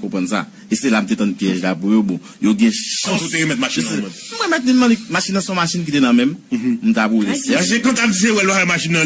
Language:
Haitian Creole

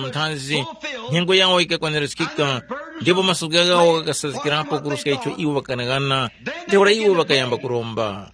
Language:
Tumbuka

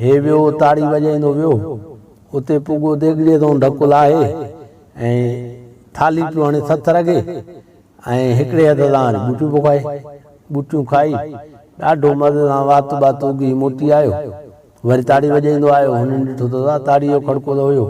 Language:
Sindhi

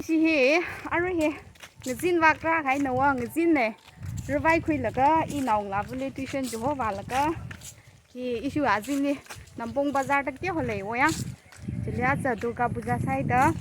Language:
Tangkhul Naga (India)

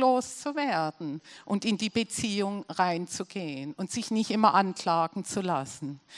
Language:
Swiss German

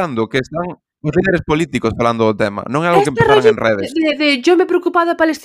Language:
Galician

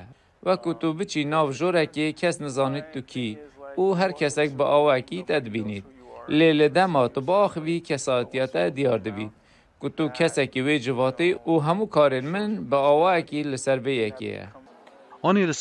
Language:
Kurdish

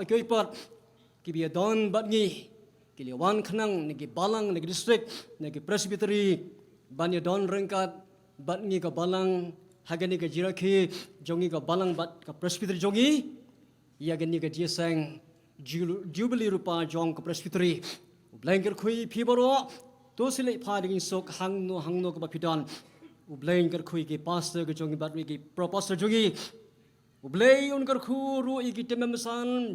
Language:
Khasi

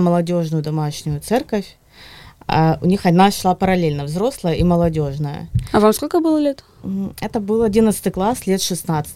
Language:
Russian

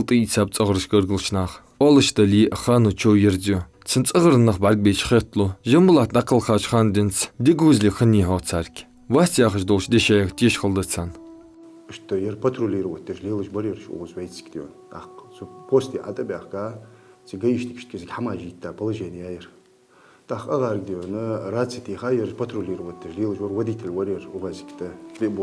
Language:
Ingush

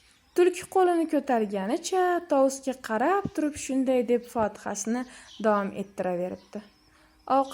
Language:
Uzbek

